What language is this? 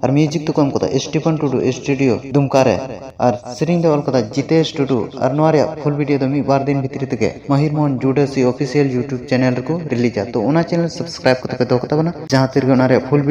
Santali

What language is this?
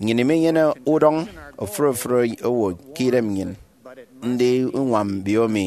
Efik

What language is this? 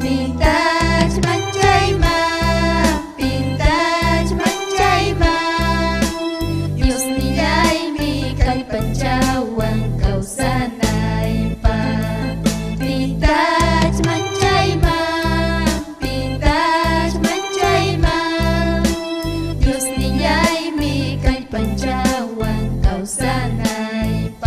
Ayacucho Quechua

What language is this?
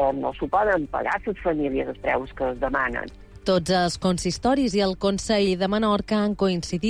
Catalan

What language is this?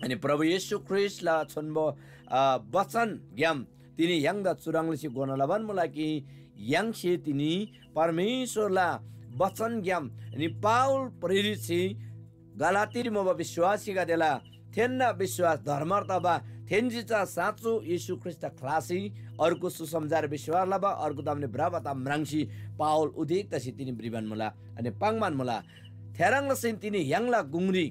Eastern Tamang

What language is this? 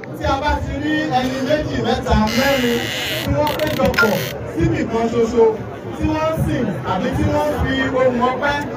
Yoruba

